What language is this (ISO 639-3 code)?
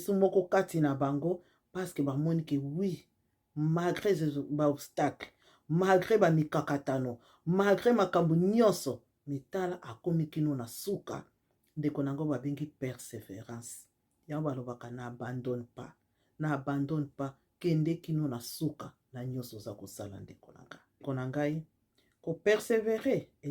lin